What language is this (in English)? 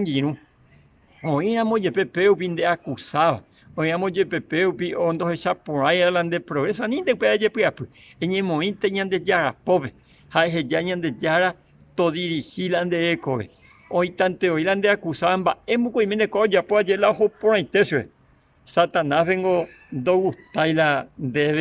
Guarani